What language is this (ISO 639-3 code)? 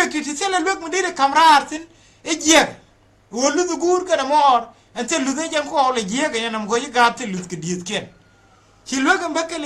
nus